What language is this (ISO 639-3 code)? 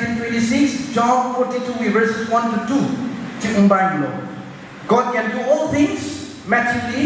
nmf